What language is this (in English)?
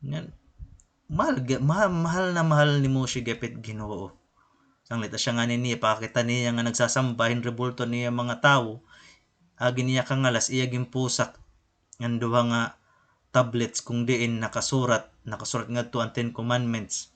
Waray